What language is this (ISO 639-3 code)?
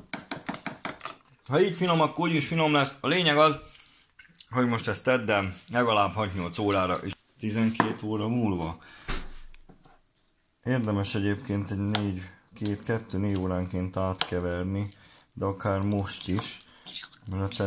hun